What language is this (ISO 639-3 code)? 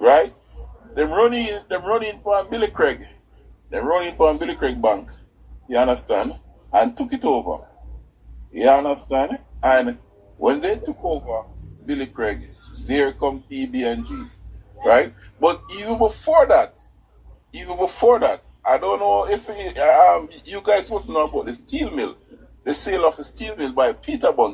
jam